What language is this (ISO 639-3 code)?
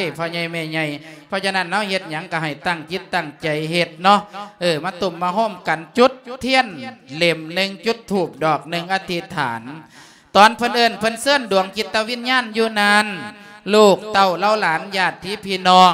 lao